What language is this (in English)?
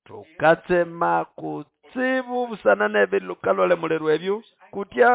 Nande